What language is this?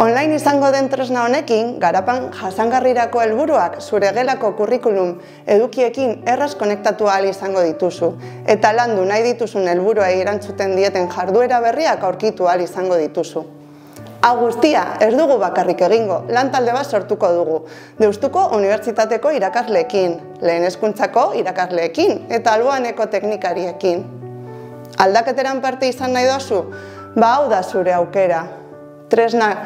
Basque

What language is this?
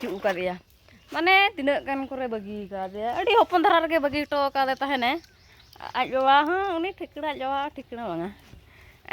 Santali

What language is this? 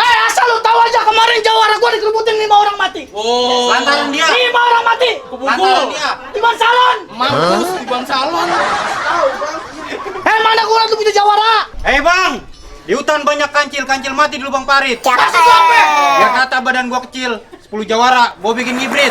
Betawi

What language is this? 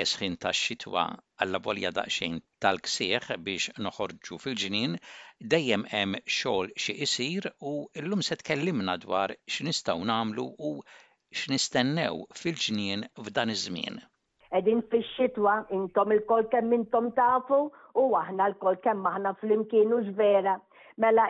Maltese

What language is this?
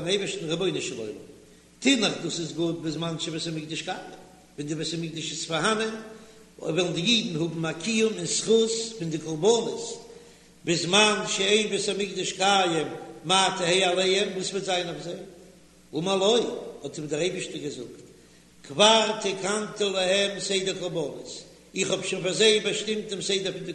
Yiddish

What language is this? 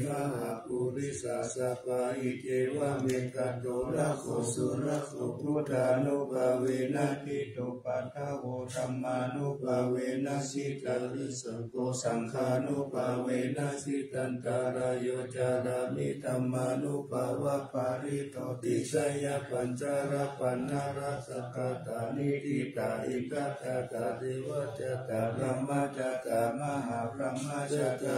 Pali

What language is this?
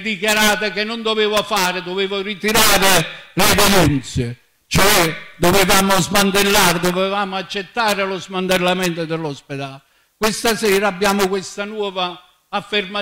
Italian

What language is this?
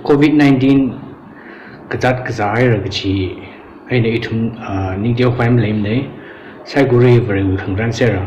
Tangkhul Naga (India)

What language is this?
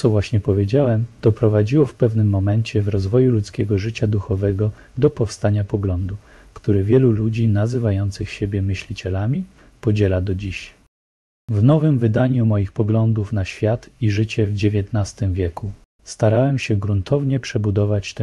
Polish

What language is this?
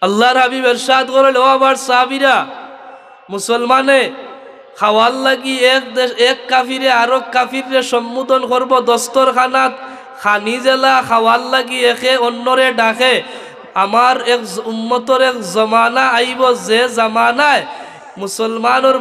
Sylheti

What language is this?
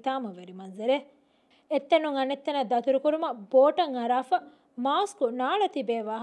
Divehi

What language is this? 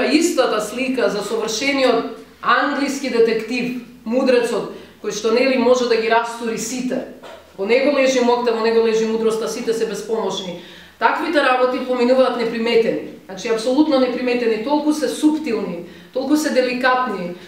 Macedonian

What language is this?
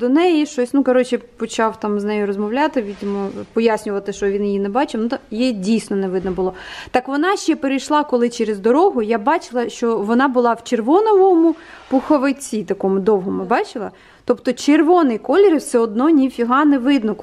Ukrainian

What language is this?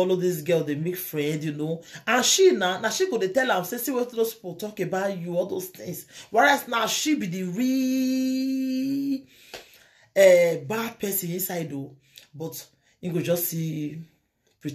Nigerian Pidgin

